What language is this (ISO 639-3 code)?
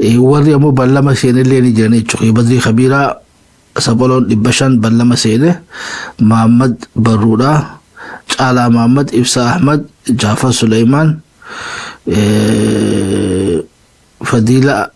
orm